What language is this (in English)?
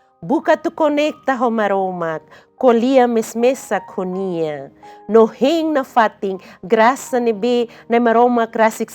Tetum